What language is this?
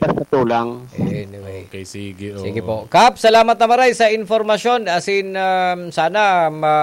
Bikol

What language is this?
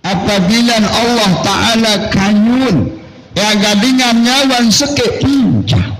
Sasak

